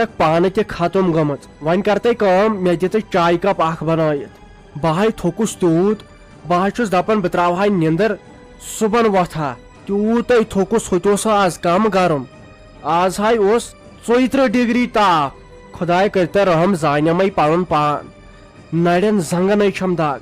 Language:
Kashmiri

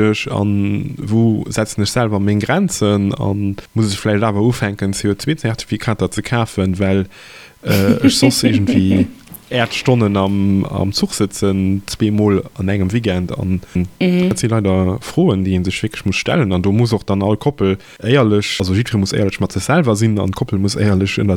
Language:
Luxembourgish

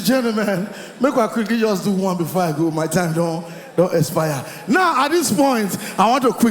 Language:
Nigerian Pidgin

